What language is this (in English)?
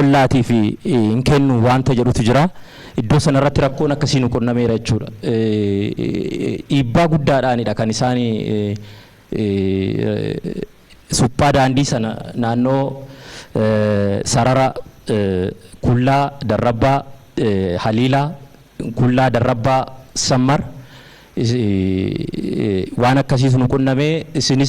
Oromo